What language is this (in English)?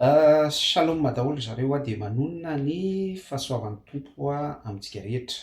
Malagasy